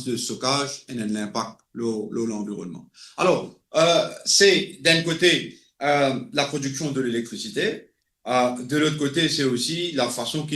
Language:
Morisyen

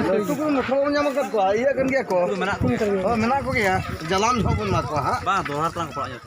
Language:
Santali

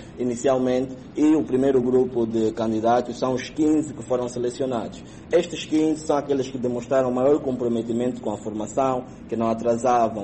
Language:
Portuguese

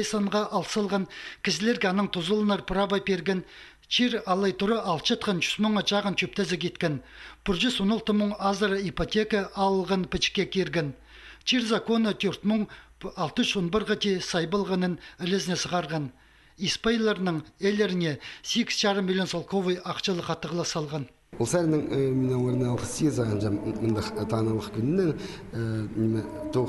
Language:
Khakas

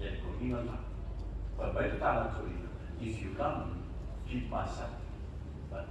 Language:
Samoan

